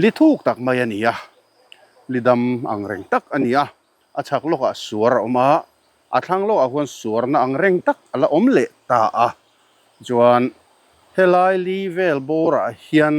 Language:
Mizo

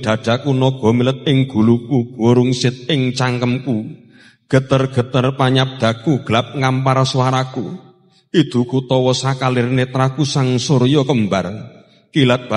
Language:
Javanese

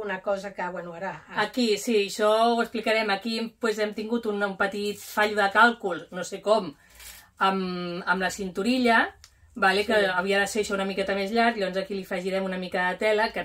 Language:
Catalan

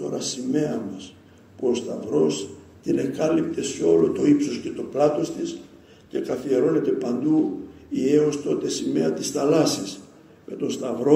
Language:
Greek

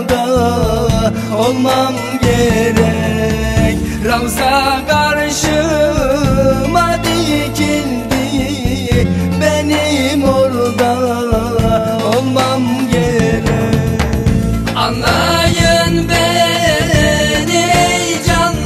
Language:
Turkish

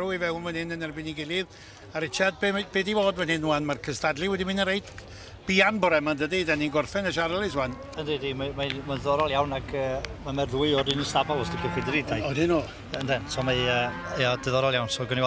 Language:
Welsh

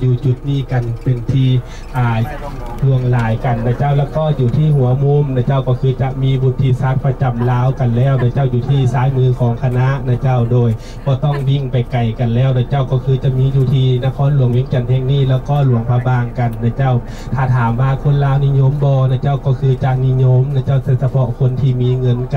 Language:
Lao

